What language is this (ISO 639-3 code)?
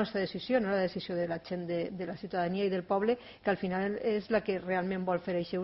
cat